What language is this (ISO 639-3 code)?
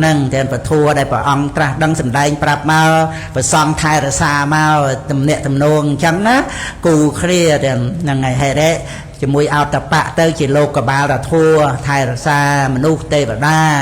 khm